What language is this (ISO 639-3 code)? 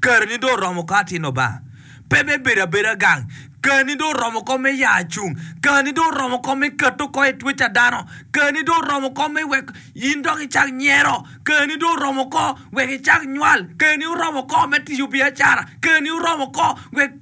ach